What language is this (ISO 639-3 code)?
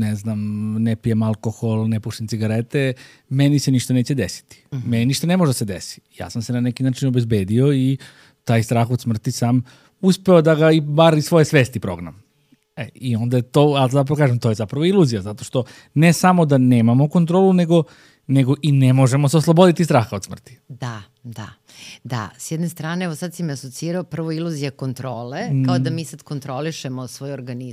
srp